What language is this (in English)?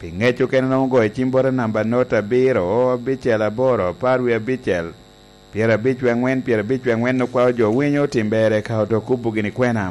Lango (Uganda)